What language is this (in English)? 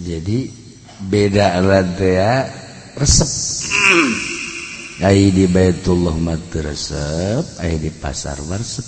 Sundanese